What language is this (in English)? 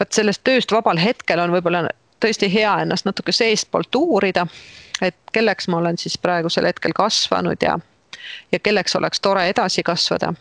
Estonian